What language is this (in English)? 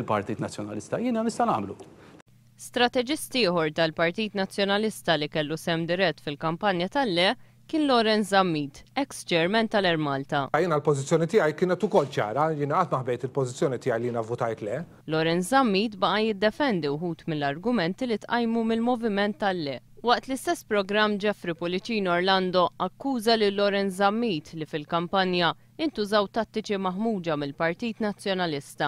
Maltese